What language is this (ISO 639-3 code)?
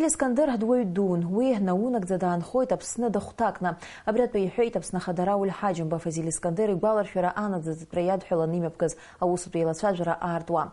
abk